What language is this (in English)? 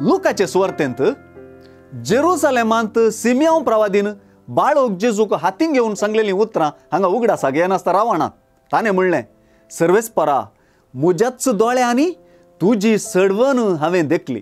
Konkani